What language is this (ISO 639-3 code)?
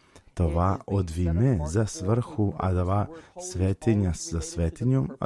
rmn